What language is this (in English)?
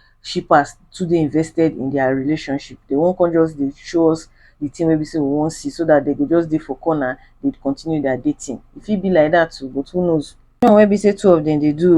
Nigerian Pidgin